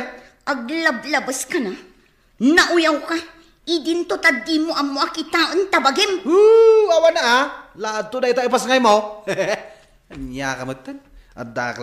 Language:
Iloko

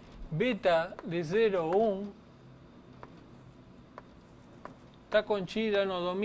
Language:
Portuguese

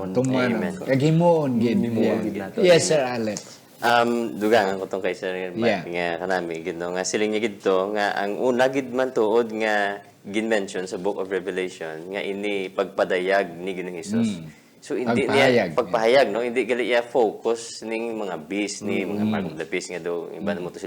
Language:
Hiligaynon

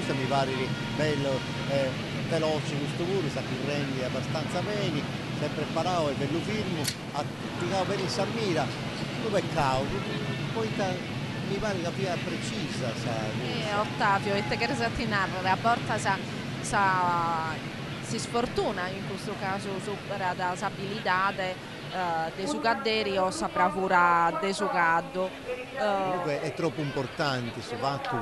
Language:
Sardinian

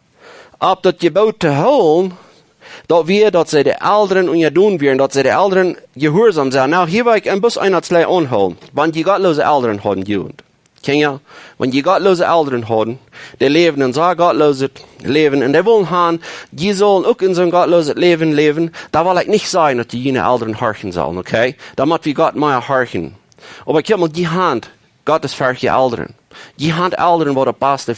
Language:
Plautdietsch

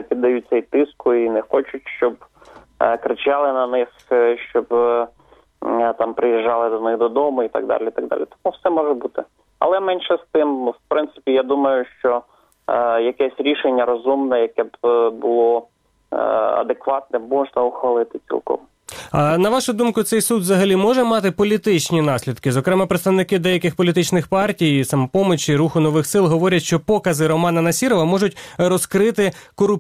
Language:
Ukrainian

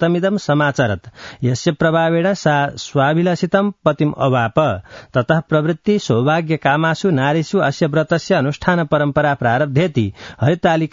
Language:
Sanskrit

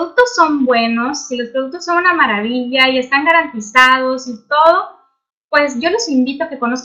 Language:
Spanish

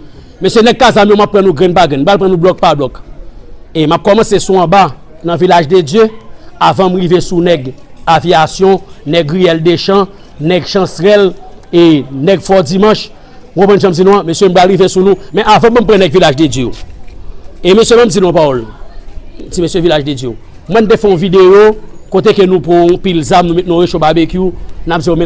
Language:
Haitian Creole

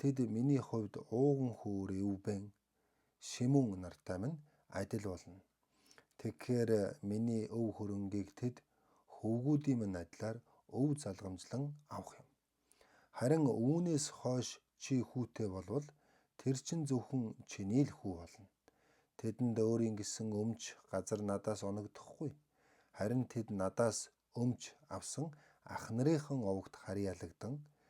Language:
Mongolian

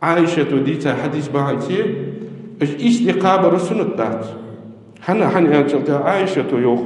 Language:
Ingush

